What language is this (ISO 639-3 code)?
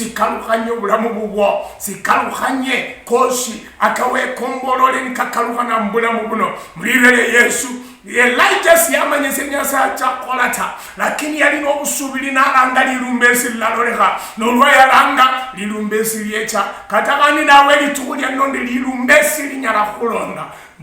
luy